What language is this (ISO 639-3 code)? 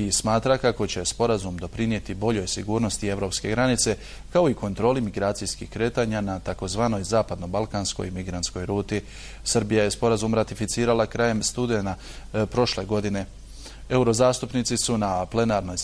bos